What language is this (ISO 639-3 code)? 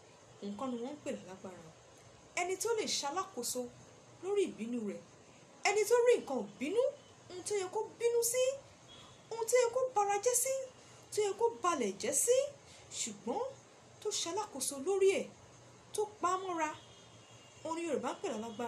yor